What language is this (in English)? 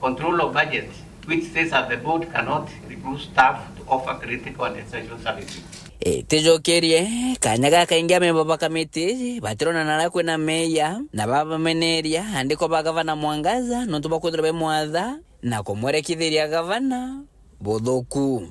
Meru